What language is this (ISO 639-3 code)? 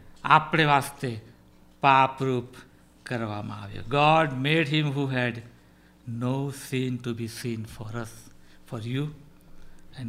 guj